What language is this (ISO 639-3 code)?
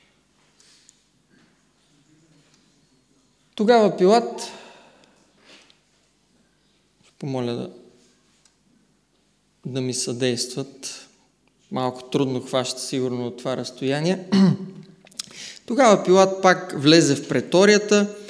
bul